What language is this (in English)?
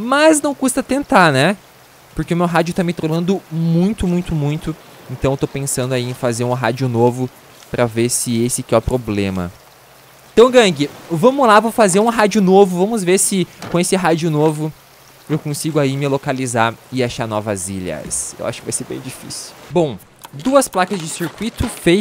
Portuguese